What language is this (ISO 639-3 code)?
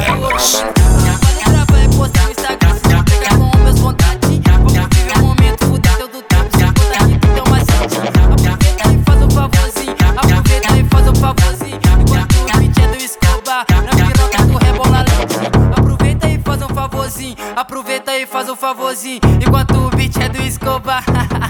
por